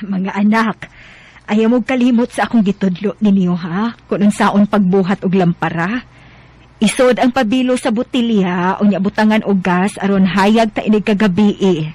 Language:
Cebuano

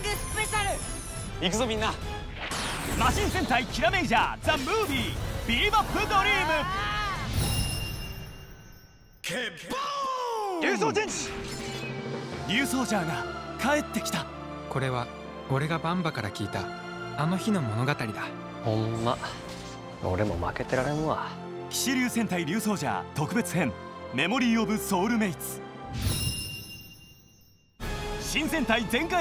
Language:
Japanese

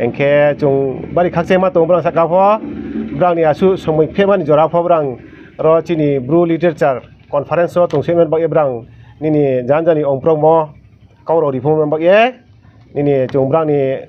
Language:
Riang (India)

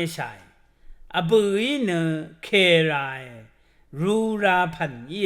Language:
Rawang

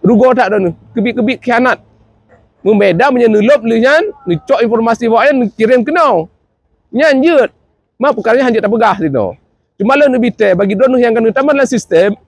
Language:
Achinese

